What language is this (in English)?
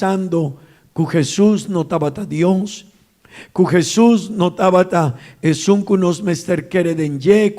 Papiamento